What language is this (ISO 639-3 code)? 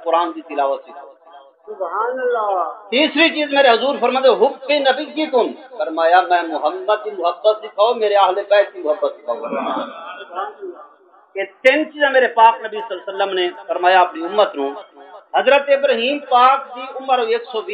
skr